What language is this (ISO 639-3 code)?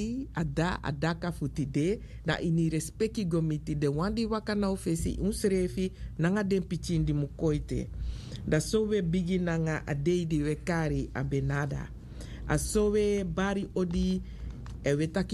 srn